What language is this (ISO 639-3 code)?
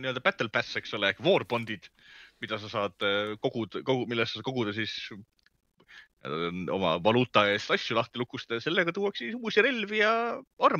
est